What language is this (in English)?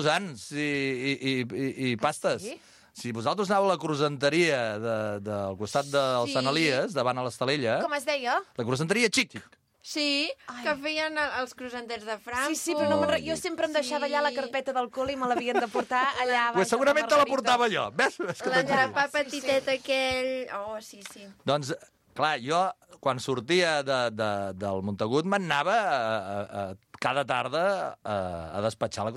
Catalan